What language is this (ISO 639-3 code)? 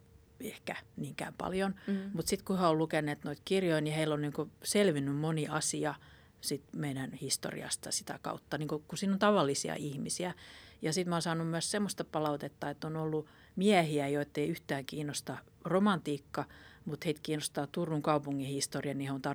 fin